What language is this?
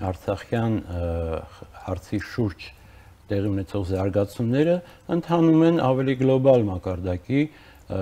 Armenian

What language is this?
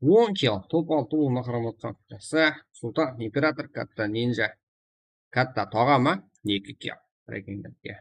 Kara-Kalpak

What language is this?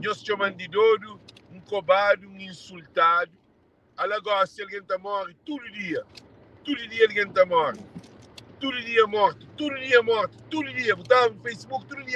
Kabuverdianu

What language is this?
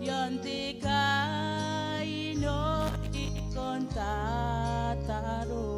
Gilbertese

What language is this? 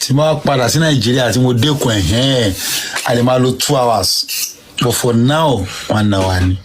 Yoruba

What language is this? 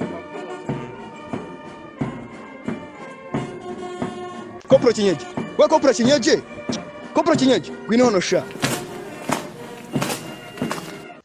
Kinyarwanda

